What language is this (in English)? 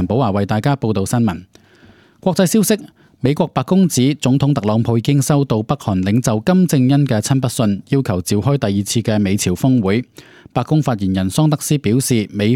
Cantonese